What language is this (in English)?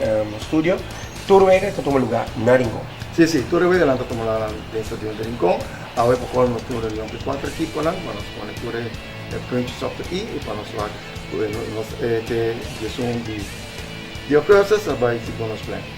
Papiamento